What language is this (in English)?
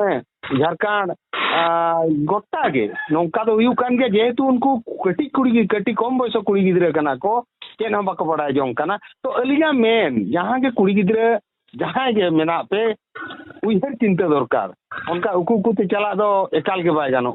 Santali